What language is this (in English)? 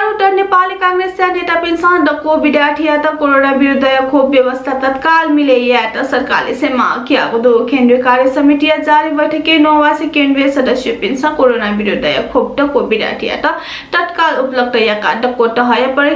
Newari